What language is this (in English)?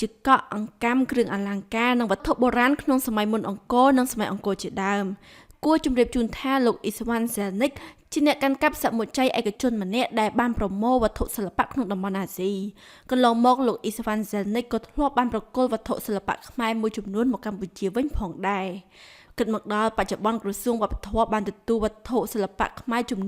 Khmer